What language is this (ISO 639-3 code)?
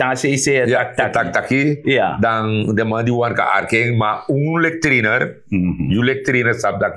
srn